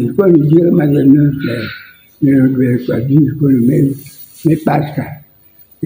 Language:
Acoli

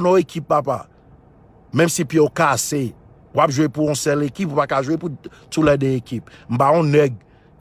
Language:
Haitian Creole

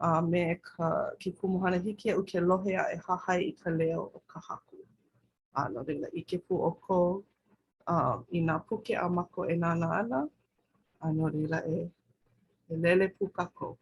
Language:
Hawaiian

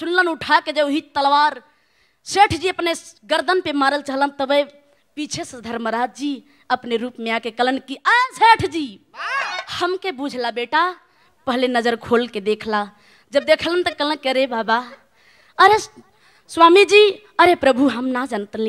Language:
Bhojpuri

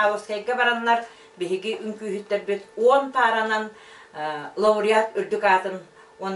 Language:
Yakut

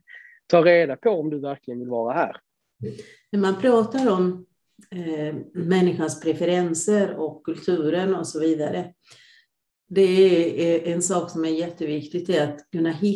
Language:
Swedish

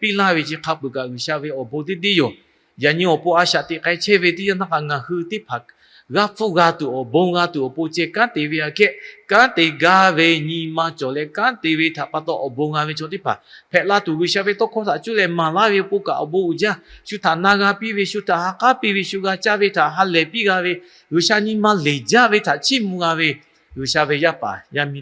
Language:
Lahu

